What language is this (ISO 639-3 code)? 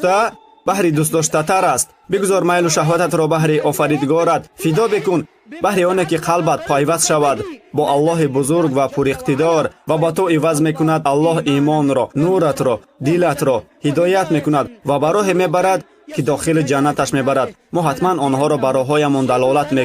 tgk